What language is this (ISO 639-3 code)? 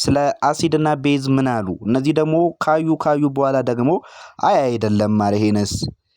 amh